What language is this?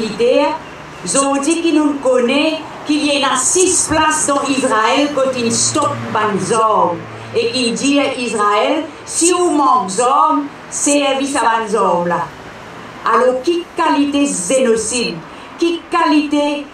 Morisyen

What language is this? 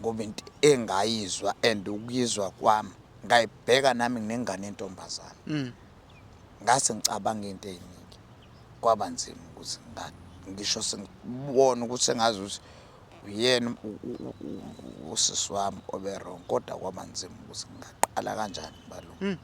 Zulu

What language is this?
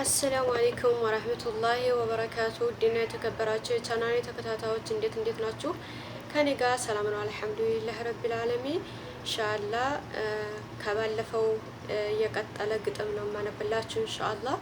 Amharic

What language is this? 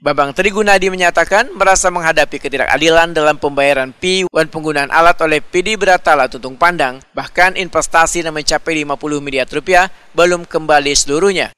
Banjar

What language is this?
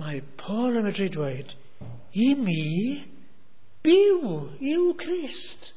Welsh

